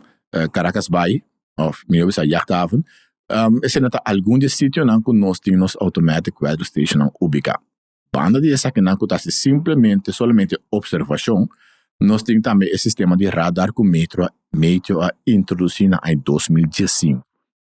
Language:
Papiamento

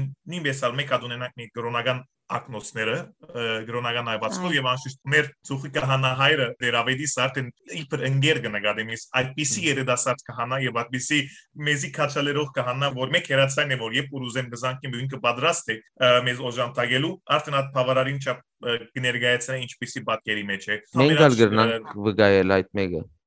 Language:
Western Armenian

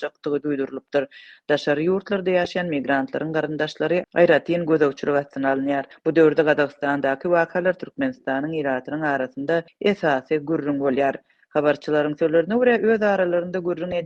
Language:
Turkmen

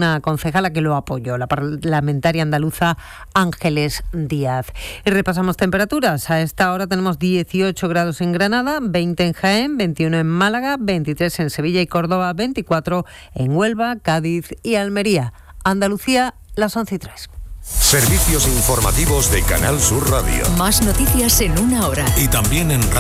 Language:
Spanish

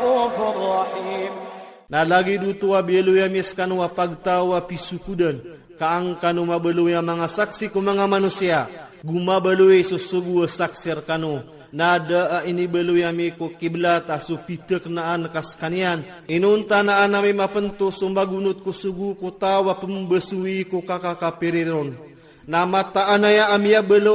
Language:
Iranun (Philippines)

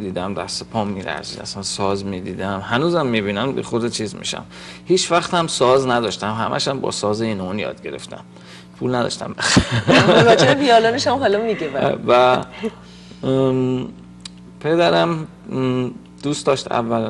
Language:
Persian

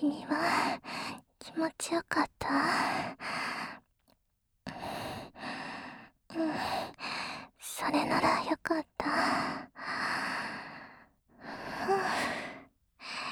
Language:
Japanese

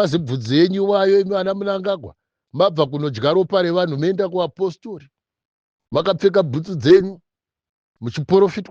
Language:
Shona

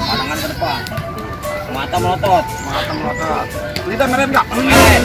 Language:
Betawi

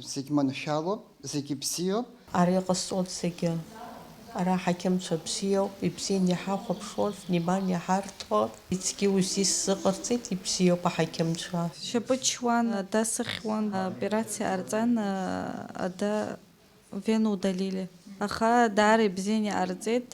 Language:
Abkhazian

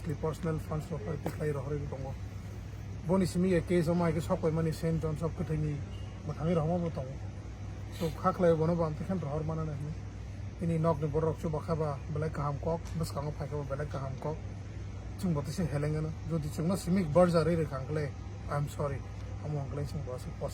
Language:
Kok Borok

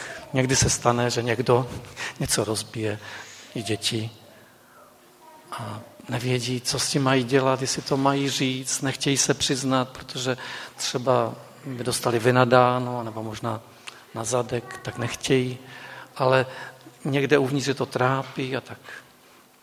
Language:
Czech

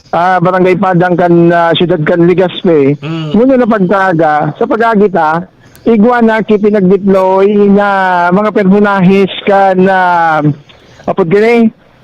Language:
Bikol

